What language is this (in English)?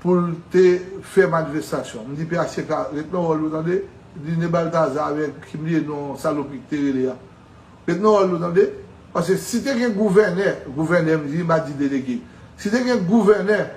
Haitian Creole